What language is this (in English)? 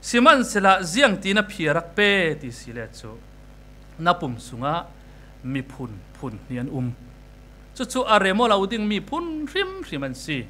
Falam Chin